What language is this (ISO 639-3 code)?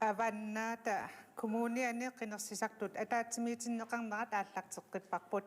kal